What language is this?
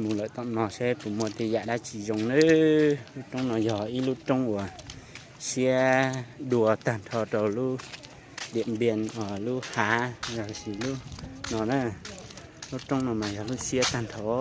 Hmong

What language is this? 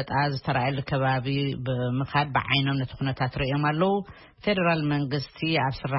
Tigrinya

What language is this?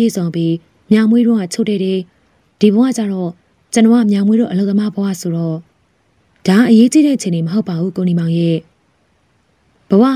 Burmese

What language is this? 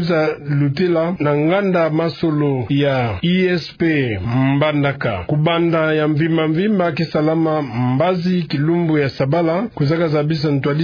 Kituba (Democratic Republic of Congo)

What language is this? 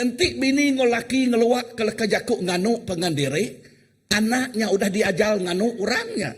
Iban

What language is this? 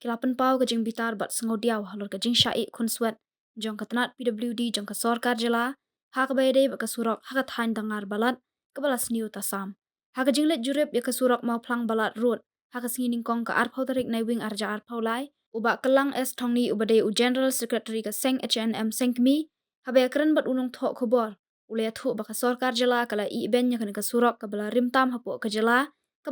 Khasi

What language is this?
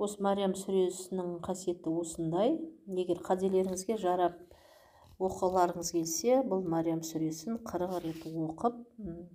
Kazakh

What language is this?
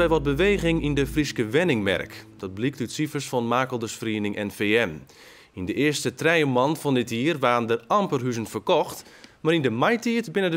Western Frisian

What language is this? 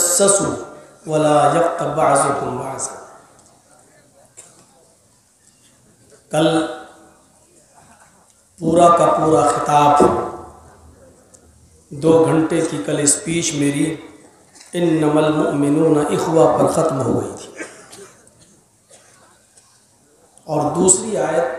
Urdu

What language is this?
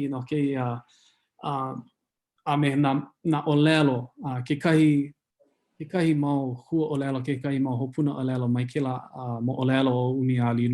Hawaiian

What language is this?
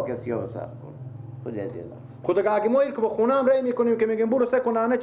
Persian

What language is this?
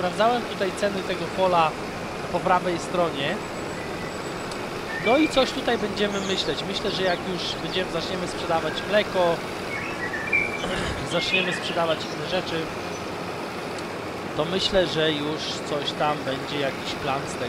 Polish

